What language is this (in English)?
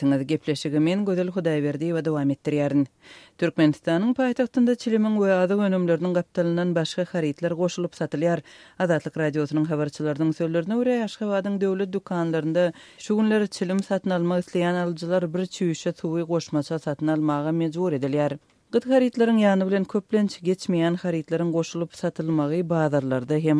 Turkmen